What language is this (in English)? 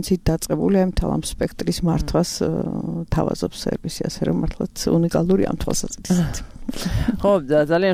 Georgian